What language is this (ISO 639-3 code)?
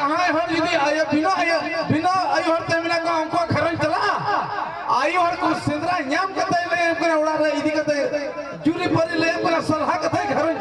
sat